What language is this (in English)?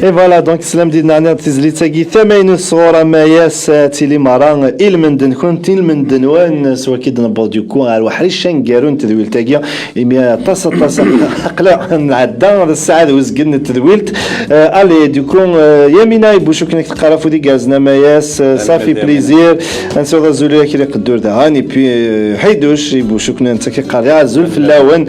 Kabyle